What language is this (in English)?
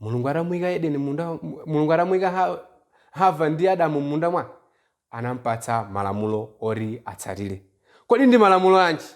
Nyanja